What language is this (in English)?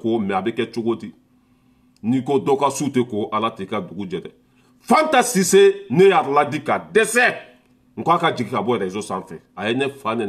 Bambara